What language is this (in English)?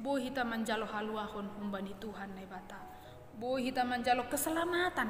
Batak Simalungun